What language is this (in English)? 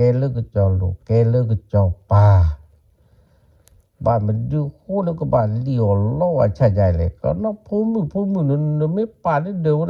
S'gaw Karen